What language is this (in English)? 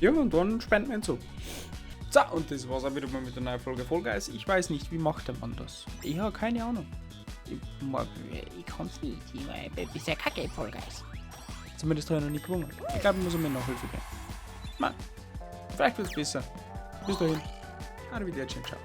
Bavarian